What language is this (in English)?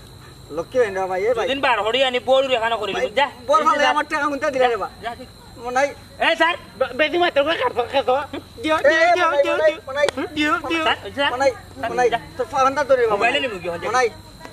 Sylheti